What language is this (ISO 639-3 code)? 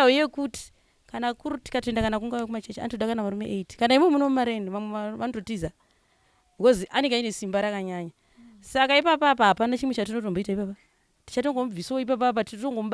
sna